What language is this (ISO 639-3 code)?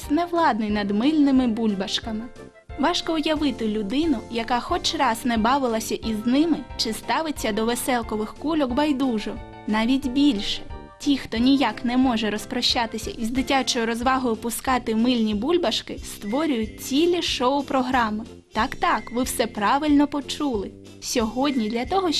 ukr